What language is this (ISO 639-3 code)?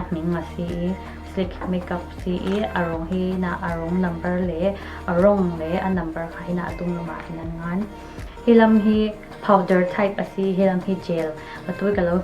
cfm